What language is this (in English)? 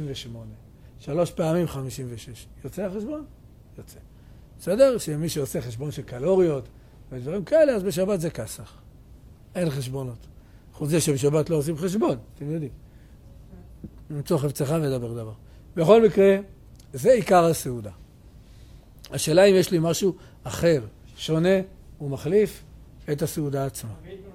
Hebrew